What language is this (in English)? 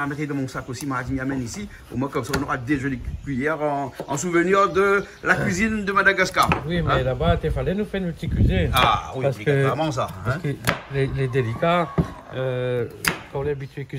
Réunion Creole French